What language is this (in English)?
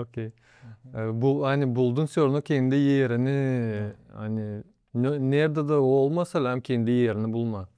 Gagauz